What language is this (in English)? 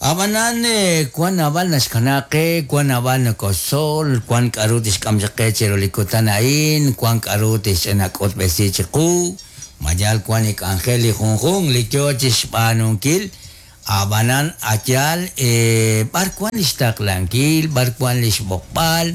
Kekchí